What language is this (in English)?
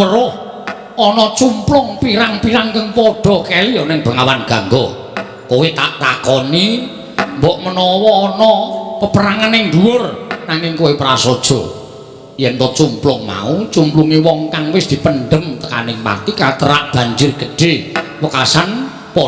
Javanese